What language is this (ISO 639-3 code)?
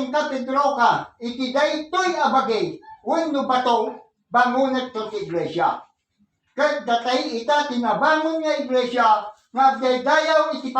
ilo